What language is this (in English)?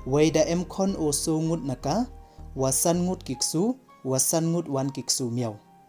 Pnar